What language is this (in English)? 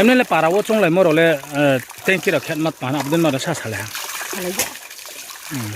Riang (India)